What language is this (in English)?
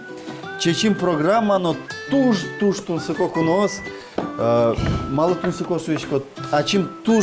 Udmurt